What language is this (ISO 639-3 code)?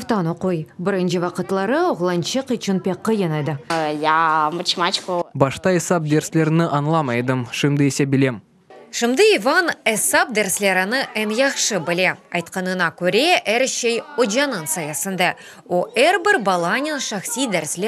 crh